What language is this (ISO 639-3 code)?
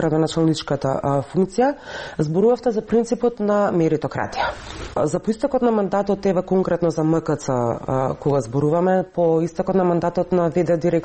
mkd